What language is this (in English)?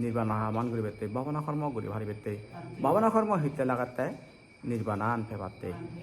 Chakma